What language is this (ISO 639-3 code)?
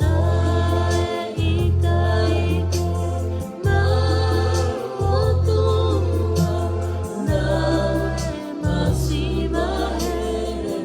ton